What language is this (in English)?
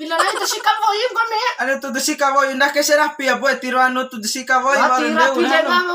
Bima